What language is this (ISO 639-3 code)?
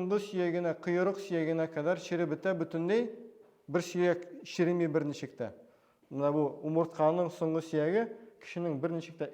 tat